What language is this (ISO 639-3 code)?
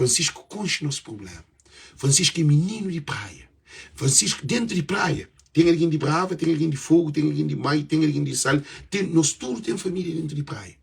kea